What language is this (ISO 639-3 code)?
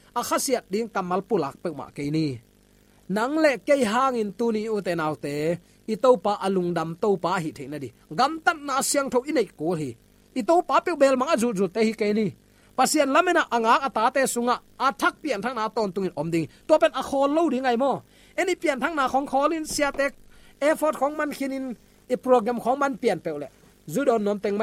ctd